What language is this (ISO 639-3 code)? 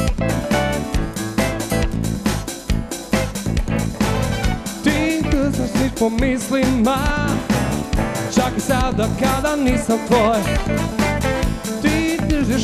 hrv